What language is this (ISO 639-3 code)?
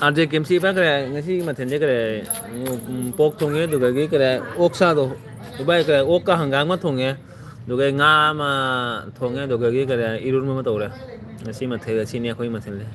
mni